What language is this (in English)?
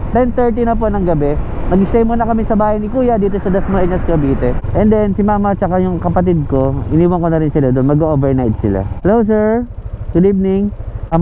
Filipino